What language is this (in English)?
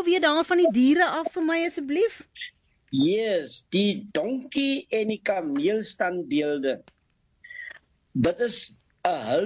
Afrikaans